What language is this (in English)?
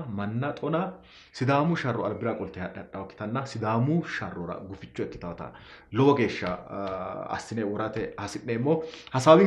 Sidamo